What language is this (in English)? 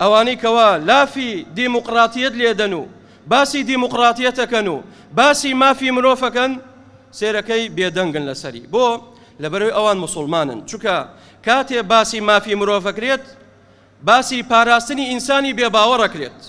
Central Kurdish